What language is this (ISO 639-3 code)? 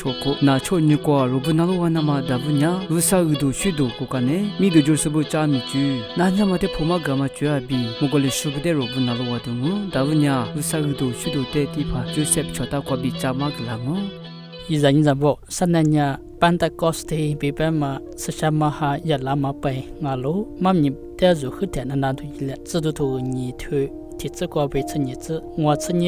lis